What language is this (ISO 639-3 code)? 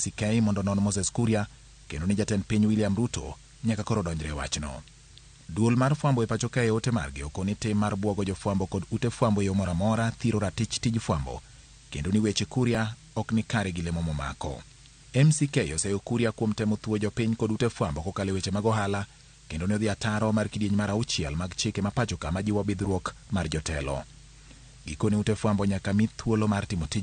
luo